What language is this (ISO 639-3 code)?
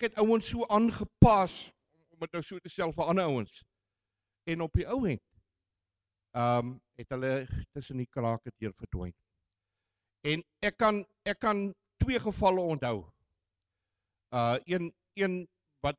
afr